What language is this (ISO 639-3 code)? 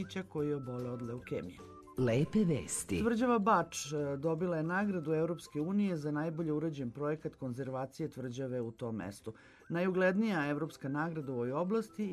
srp